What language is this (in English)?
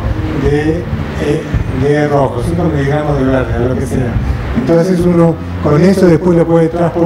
Spanish